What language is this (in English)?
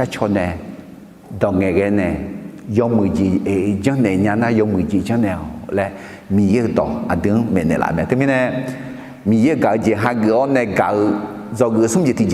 Akha